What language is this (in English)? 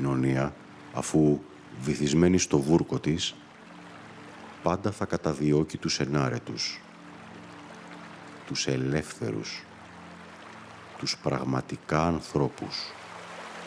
Greek